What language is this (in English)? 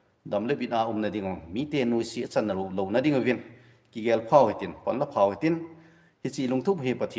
Thado Chin